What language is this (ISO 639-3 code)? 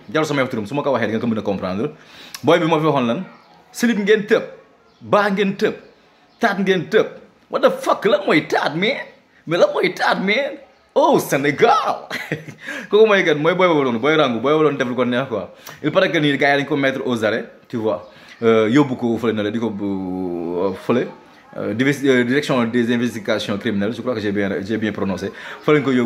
wol